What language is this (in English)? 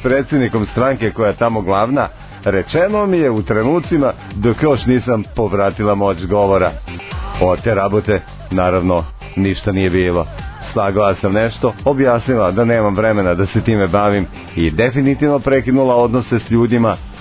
Serbian